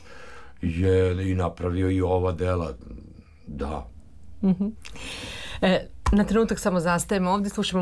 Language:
Serbian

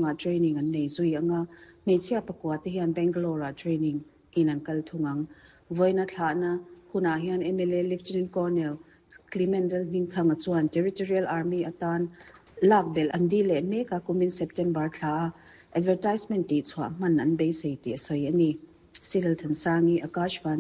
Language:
Mizo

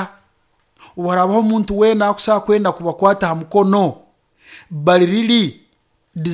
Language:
Nyoro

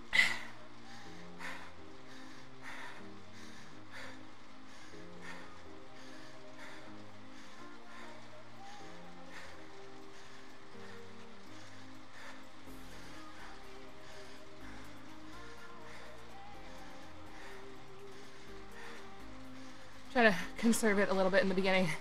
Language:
English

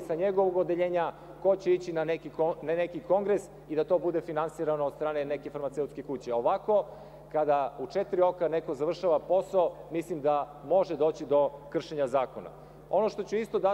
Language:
Serbian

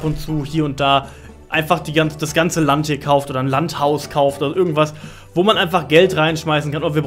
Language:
German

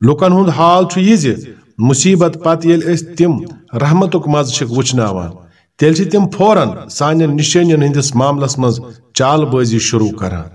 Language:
Kashmiri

